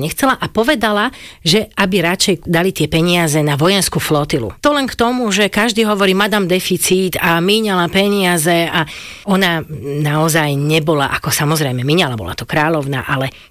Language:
Slovak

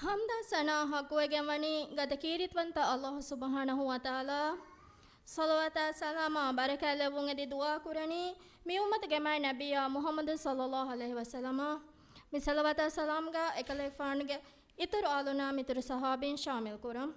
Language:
Divehi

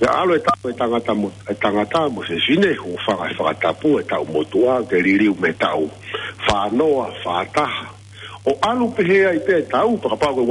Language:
Tongan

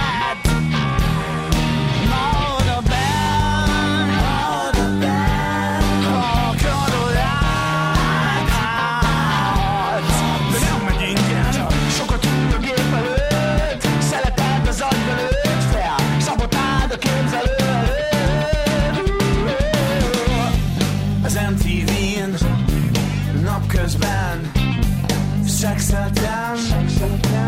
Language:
Hungarian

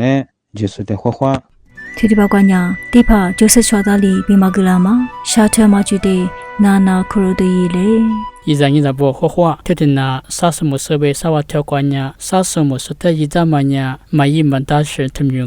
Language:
Lisu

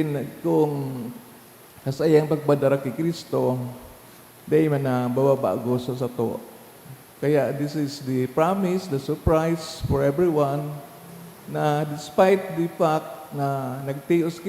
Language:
Bikol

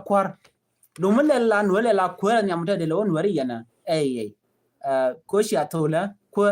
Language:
Nuer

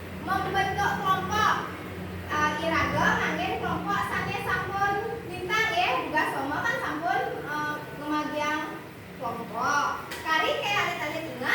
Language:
Balinese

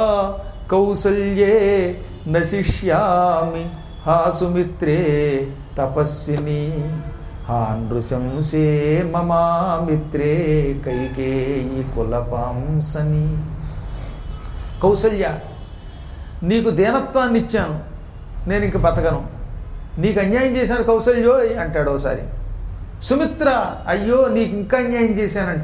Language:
Telugu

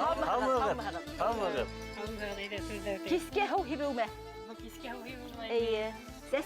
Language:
Bashkir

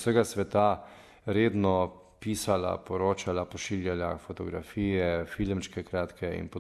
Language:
Slovenian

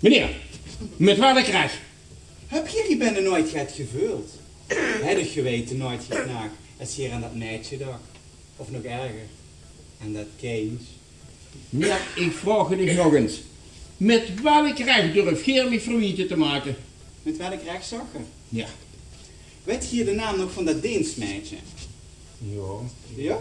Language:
Limburgish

